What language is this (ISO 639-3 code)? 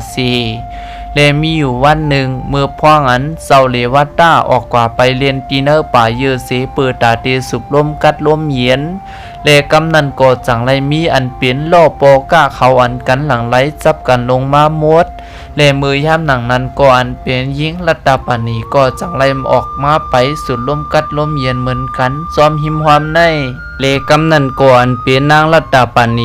shn